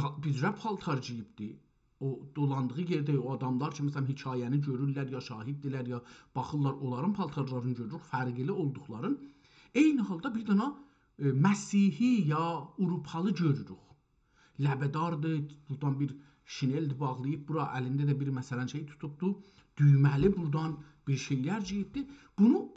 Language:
South Azerbaijani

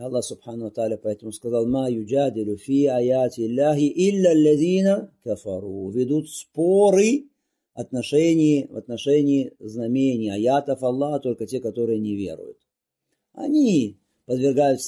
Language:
Russian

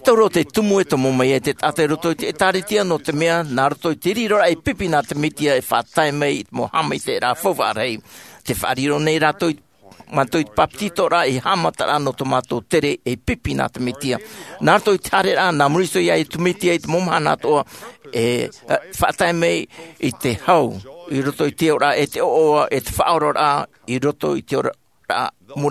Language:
Tahitian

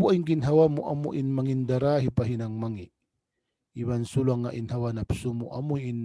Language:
Tausug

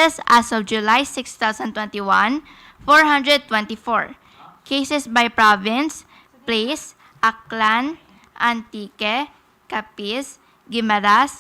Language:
Hiligaynon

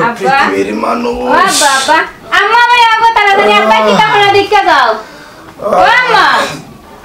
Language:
Sylheti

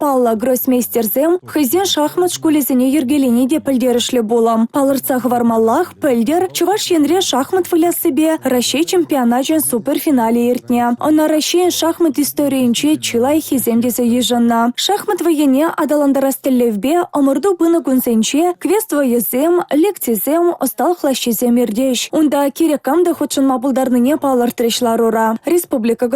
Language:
Chuvash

